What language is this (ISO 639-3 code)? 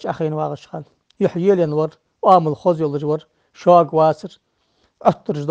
inh